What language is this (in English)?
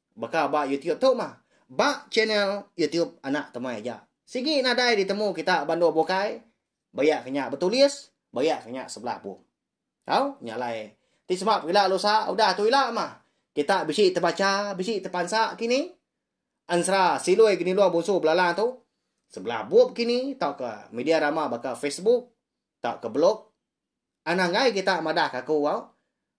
Iban